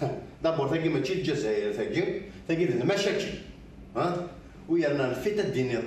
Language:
Kabyle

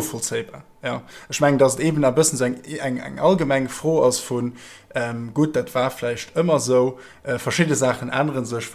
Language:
Luxembourgish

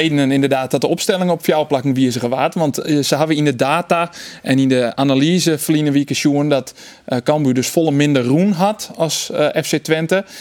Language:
Western Frisian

